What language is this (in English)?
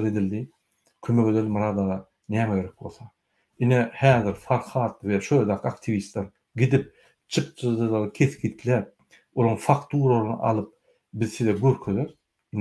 Turkmen